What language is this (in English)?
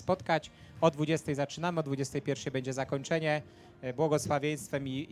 Polish